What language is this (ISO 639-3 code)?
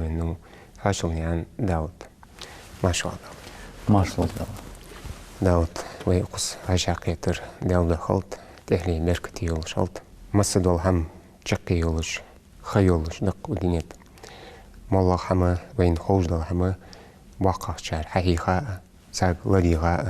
inh